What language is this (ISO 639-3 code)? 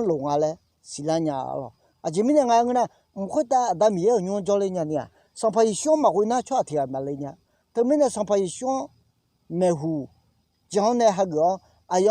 ahk